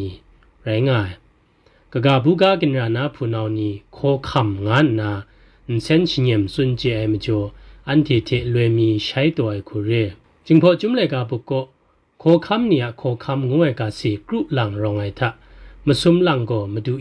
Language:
Kachin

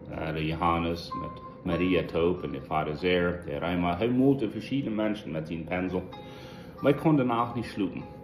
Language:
Plautdietsch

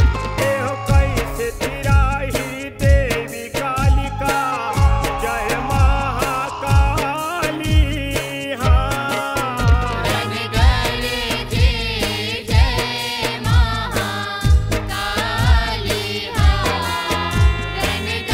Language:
Chhattisgarhi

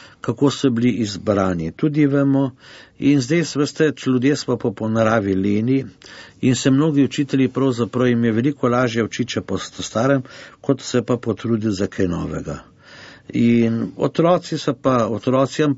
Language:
Slovenian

